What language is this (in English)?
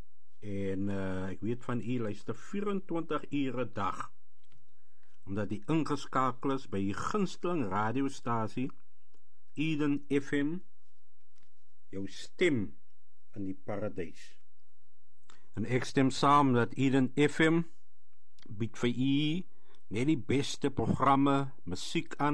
Afrikaans